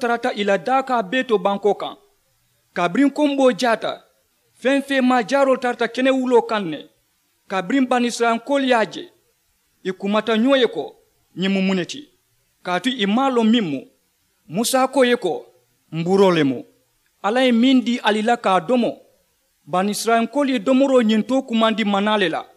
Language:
Mandingo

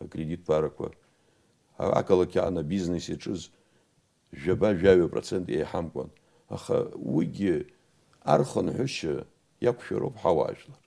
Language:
Abkhazian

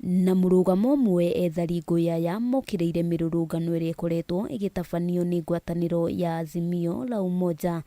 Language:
Kikuyu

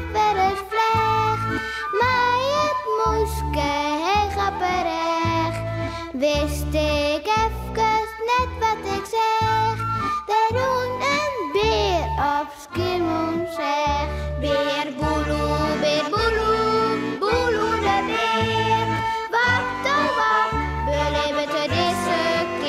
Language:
Western Frisian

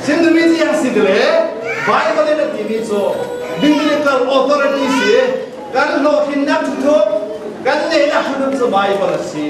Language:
Falam Chin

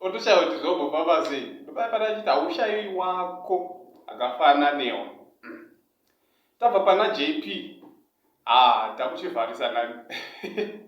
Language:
Shona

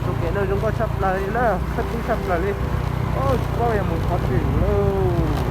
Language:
Hmong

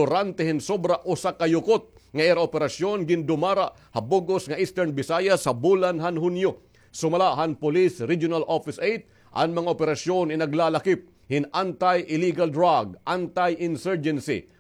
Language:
Waray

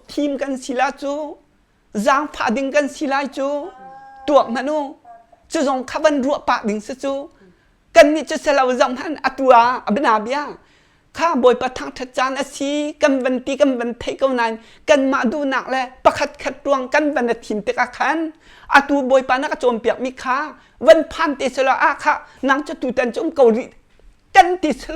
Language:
Hakha Chin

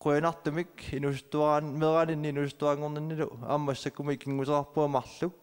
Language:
Kalaallisut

